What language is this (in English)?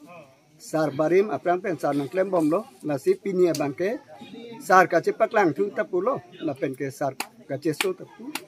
Karbi